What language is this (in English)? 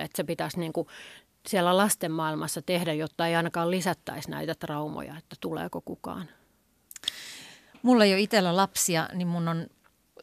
Finnish